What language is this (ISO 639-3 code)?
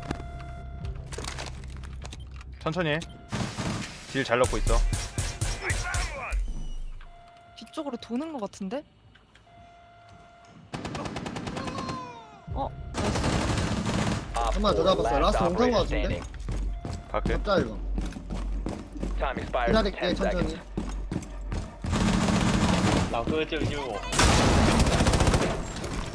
kor